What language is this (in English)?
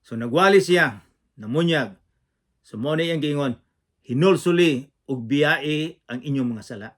Cebuano